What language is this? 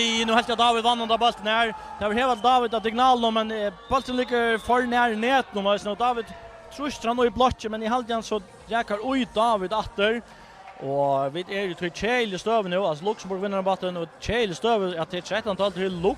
Faroese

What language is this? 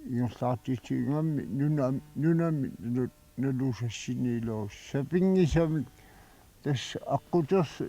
Kalaallisut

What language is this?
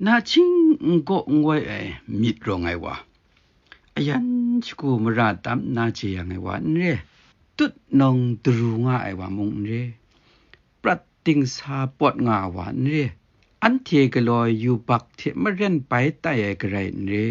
Kachin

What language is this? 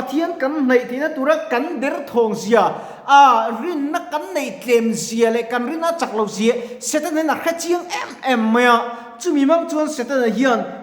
Mizo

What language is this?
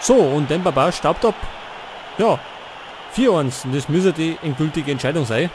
Bavarian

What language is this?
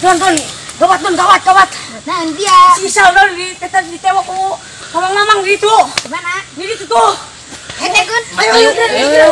Sundanese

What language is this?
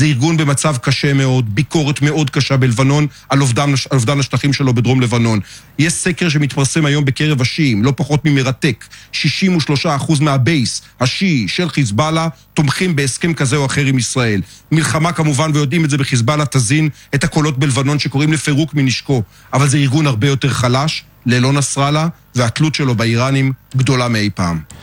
Hebrew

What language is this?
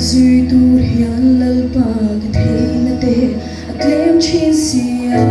Mizo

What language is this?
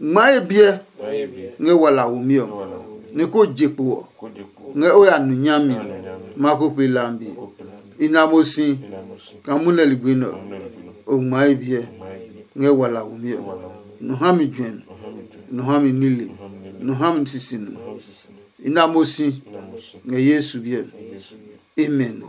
Adangme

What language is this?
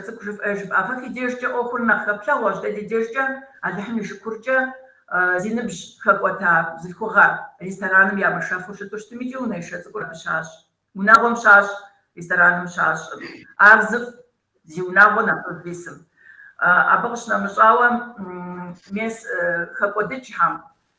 Kabardian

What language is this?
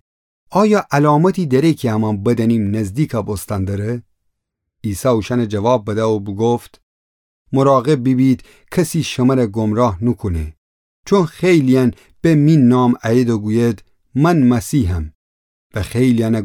Gilaki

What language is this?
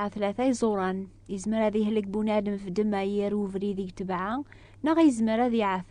Kabyle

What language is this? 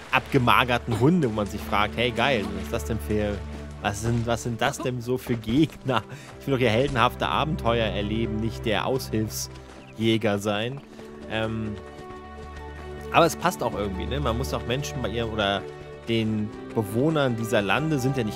German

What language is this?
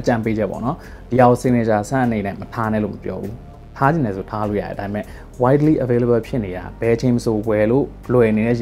Burmese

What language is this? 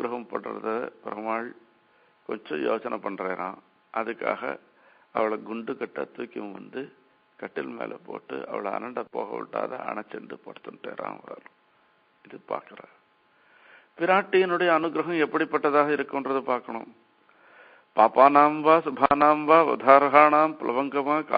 Tamil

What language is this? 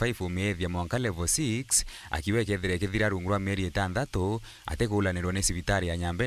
Meru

